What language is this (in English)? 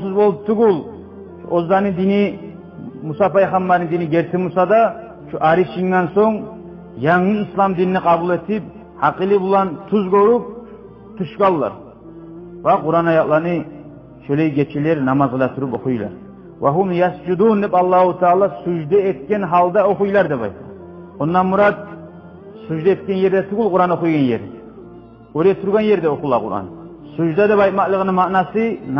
Kumyk